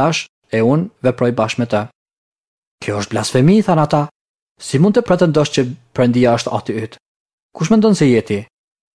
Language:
Albanian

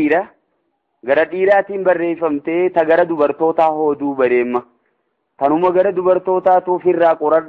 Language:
Oromo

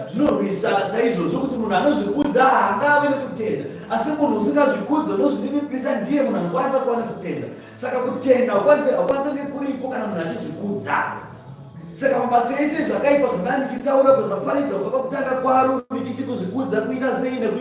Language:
Shona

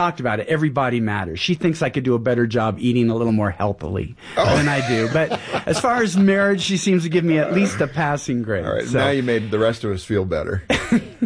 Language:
English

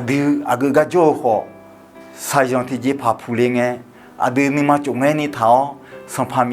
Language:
Akha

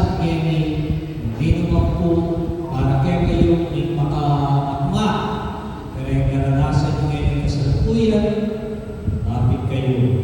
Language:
Pampanga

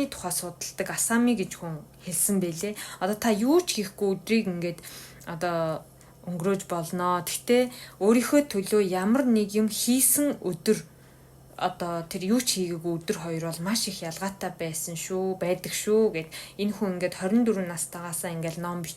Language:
Mongolian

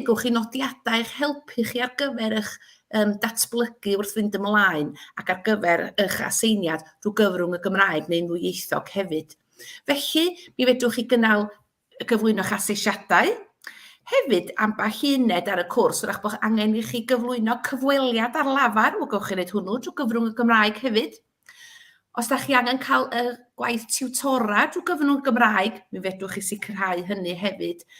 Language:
Welsh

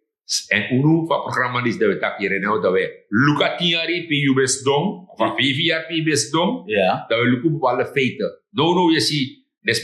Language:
Sranan Tongo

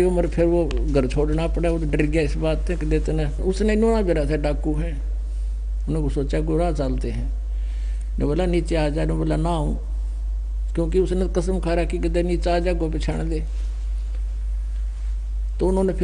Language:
Hindi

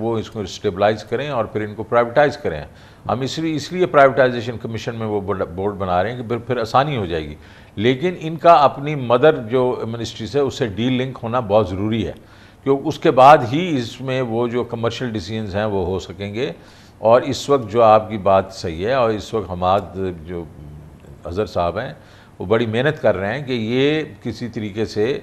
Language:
Urdu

